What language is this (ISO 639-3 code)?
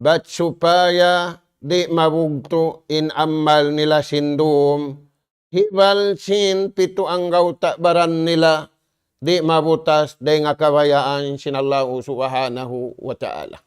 tsg